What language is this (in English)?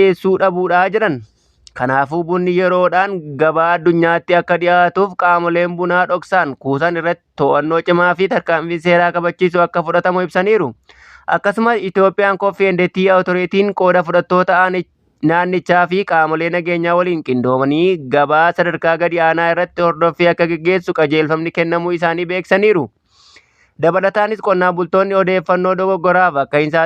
Oromo